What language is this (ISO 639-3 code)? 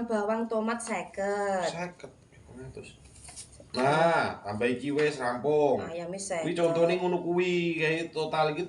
jav